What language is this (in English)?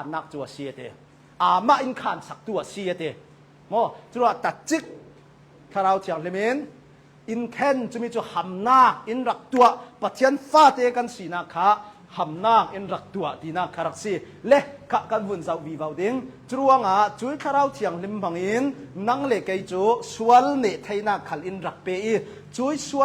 Hakha Chin